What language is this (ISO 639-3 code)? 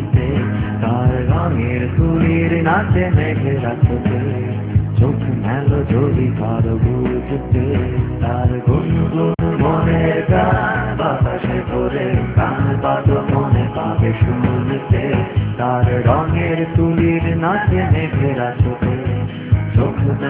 ben